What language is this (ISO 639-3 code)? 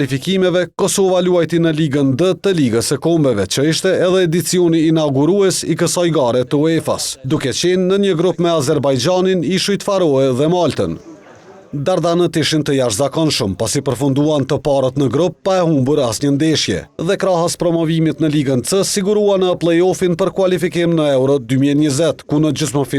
sqi